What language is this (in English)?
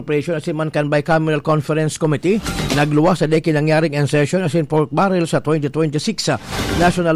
Bikol